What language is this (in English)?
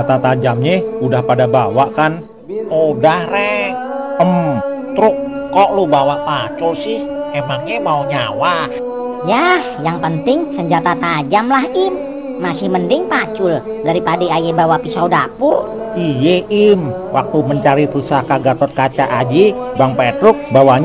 Betawi